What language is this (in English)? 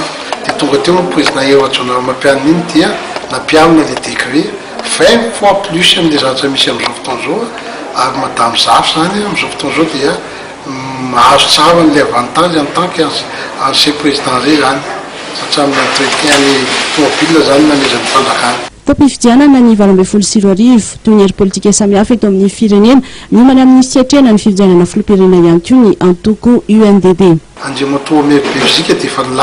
Malagasy